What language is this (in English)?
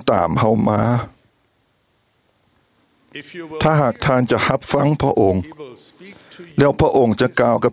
Thai